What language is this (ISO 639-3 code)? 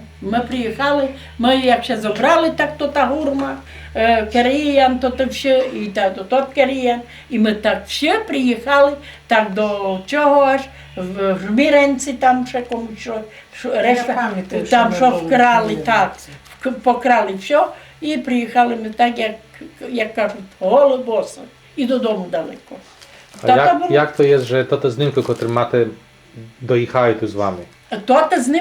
rue